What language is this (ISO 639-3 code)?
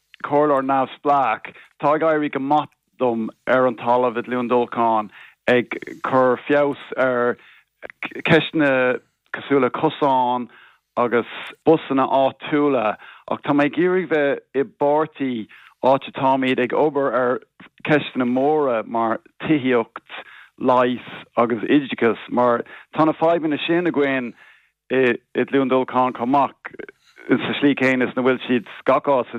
gle